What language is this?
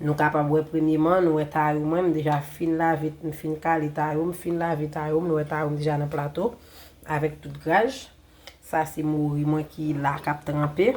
Haitian Creole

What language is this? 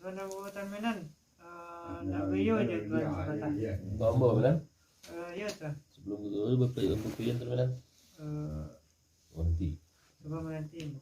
Minangkabau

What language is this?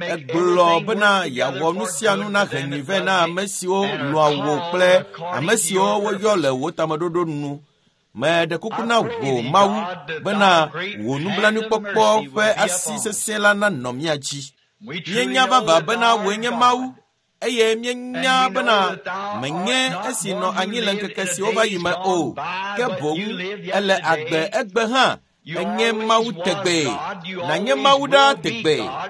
Ewe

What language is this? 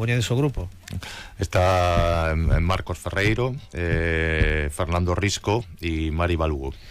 Galician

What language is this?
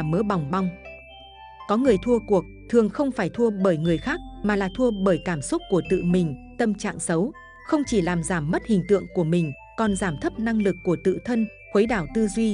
Vietnamese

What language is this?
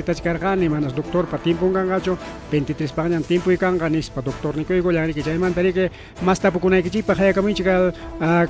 Ayacucho Quechua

